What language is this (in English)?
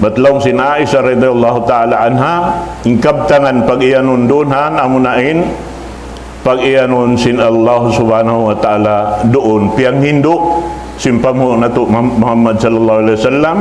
Tausug